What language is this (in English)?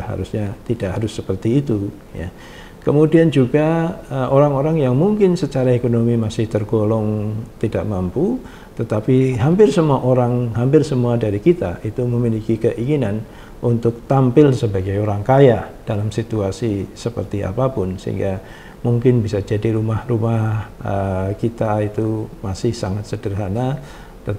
Indonesian